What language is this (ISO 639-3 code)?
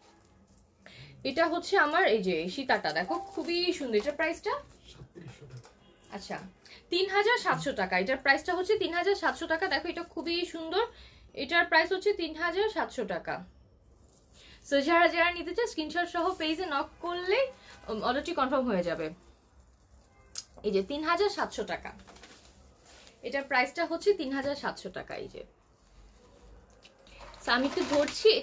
ben